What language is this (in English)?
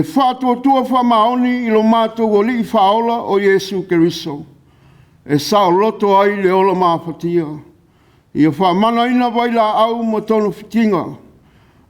Samoan